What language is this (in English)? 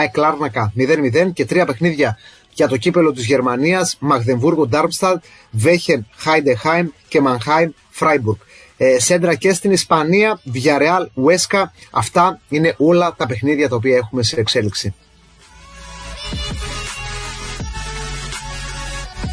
Greek